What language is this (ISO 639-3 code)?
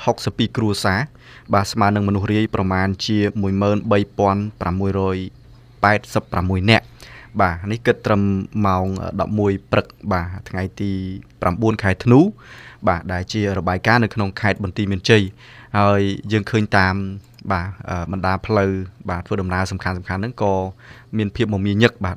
khm